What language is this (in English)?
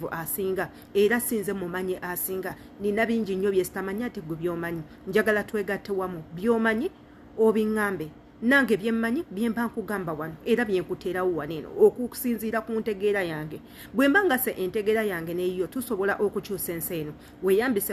Ganda